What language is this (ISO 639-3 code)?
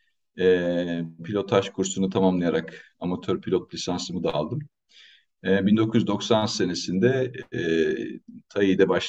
tur